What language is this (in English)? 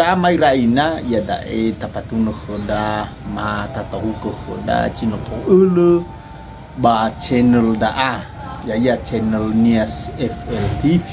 Nias